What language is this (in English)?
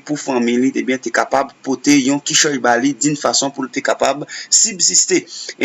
Haitian Creole